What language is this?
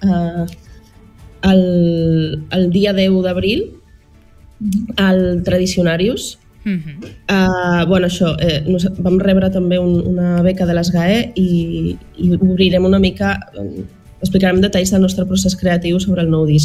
Catalan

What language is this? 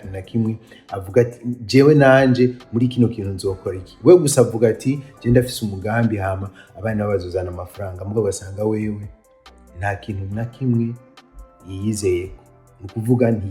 Rundi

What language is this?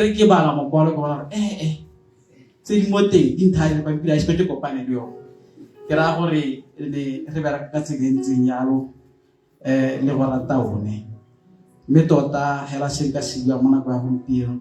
Tswana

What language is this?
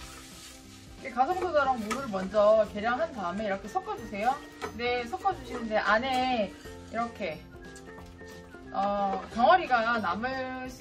Korean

